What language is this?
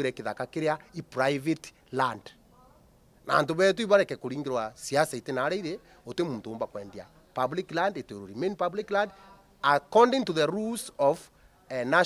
Meru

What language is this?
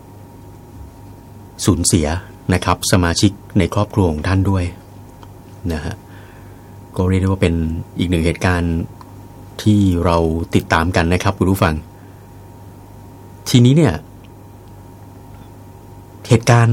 Thai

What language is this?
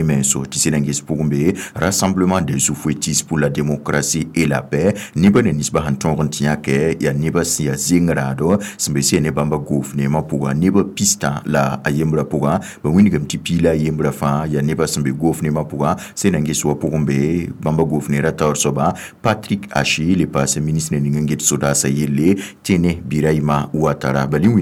Mossi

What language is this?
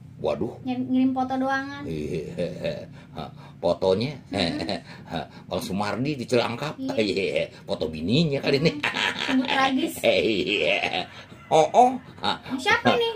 Betawi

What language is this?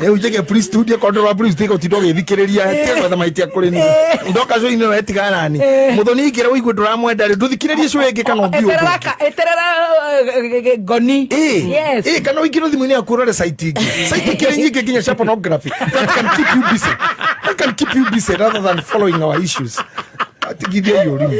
Kikuyu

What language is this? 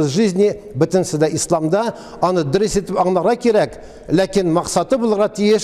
Tatar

